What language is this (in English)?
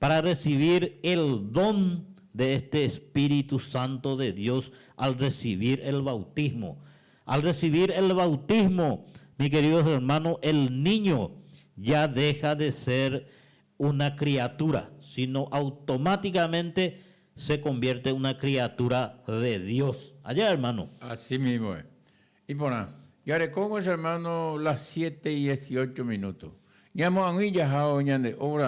Guarani